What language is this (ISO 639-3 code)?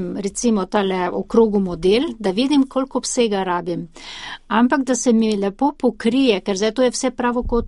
slv